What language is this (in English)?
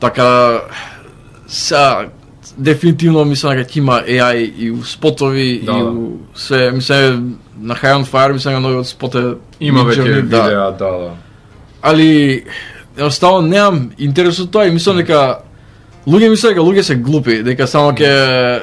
Macedonian